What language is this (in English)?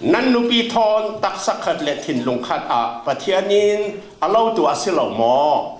Falam Chin